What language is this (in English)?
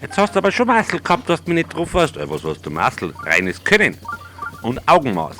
Bavarian